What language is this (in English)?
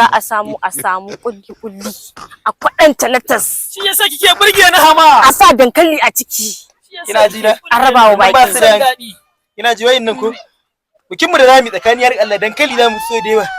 Hausa